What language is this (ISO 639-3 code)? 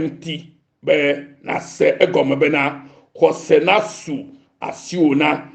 ewe